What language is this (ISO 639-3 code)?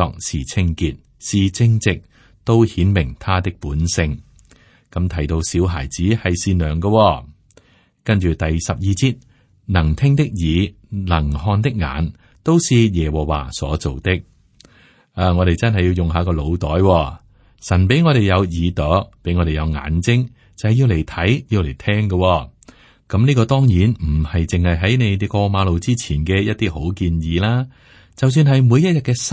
yue